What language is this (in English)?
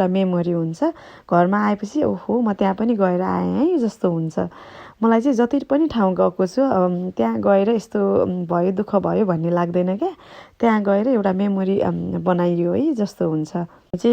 Nepali